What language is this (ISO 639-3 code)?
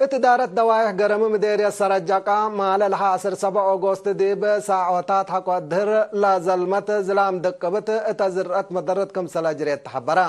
tig